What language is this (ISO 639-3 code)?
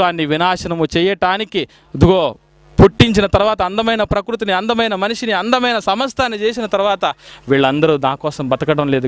tel